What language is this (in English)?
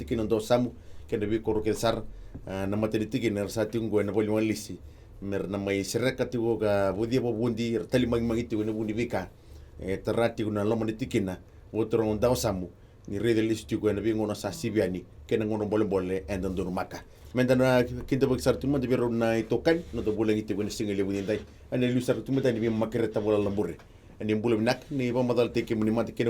Fijian